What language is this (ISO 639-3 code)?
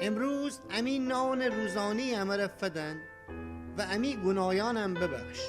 glk